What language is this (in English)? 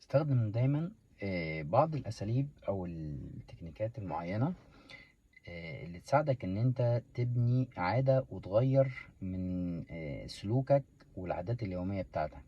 Egyptian Arabic